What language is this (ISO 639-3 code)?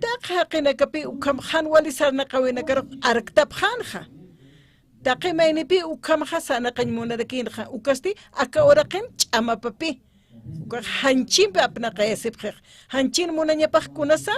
aym